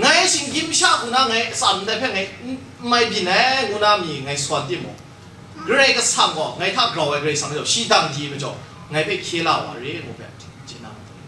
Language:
Kachin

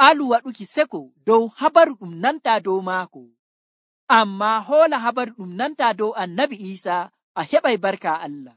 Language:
Nigerian Fulfulde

